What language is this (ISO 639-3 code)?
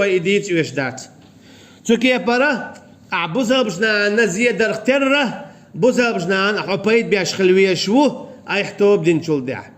che